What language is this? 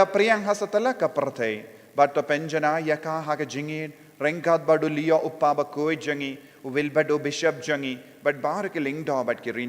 Khasi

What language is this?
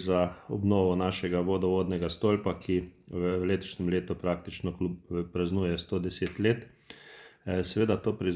Slovenian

